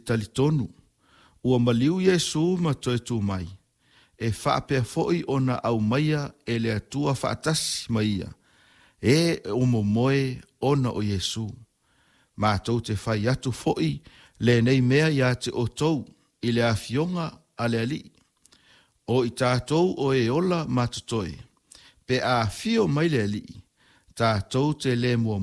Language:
Samoan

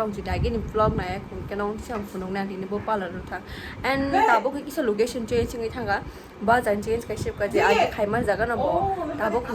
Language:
Kok Borok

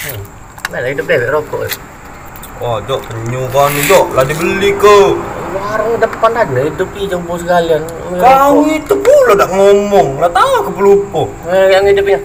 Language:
Musi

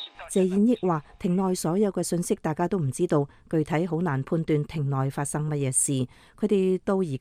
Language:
Cantonese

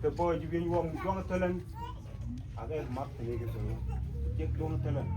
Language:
Mabaan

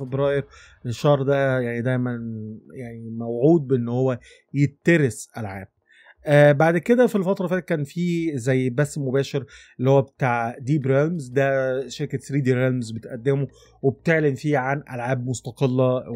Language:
Egyptian Arabic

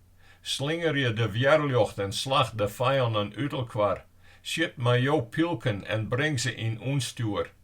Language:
Western Frisian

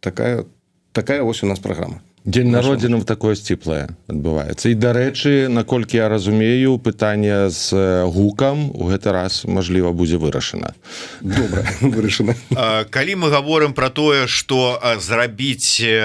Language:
Belarusian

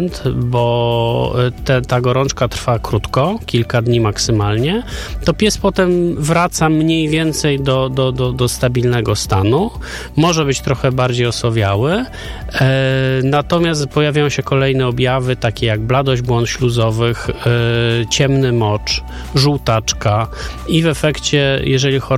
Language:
Polish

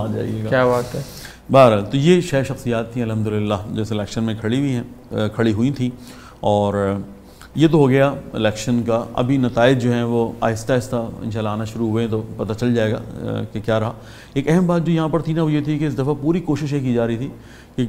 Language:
Urdu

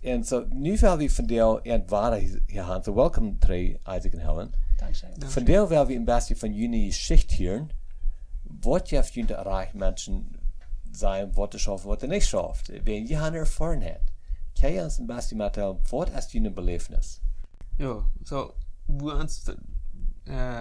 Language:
Plautdietsch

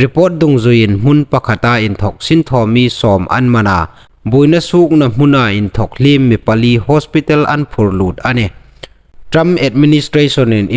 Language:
Hmar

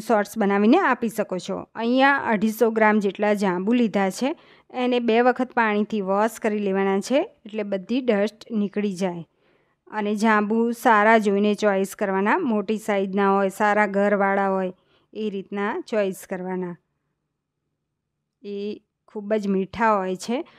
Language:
Gujarati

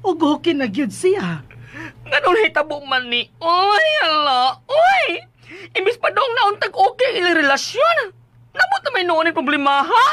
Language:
Cebuano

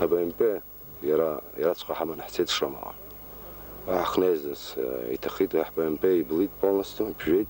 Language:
Abkhazian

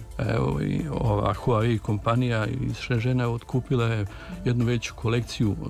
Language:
Serbian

